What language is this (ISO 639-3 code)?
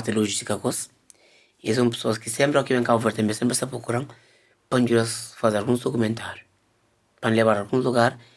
kea